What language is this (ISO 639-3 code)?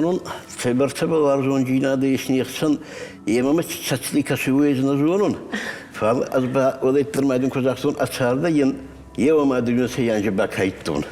oss